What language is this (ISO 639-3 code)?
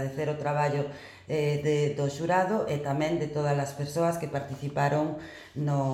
glg